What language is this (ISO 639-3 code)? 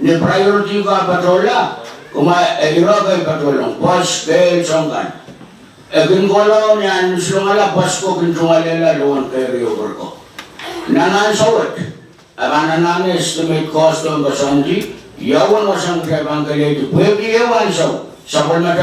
pon